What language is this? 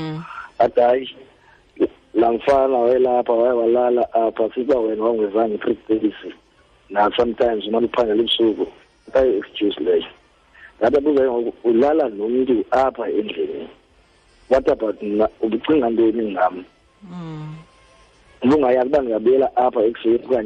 Xhosa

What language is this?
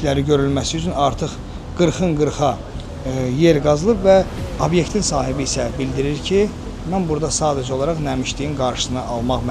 Azerbaijani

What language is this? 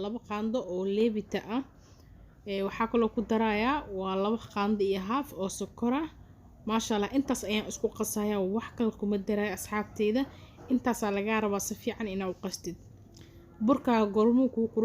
Somali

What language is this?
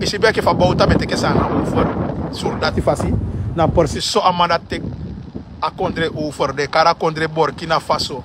Sranan Tongo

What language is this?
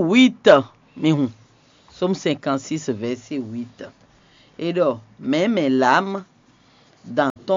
Fon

